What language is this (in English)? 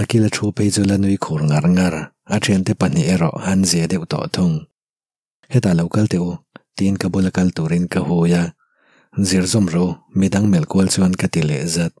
Mizo